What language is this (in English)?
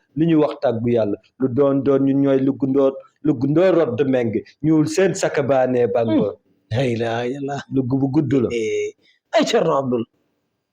Wolof